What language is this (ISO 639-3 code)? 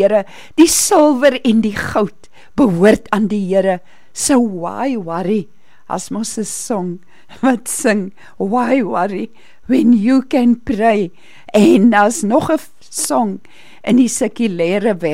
afr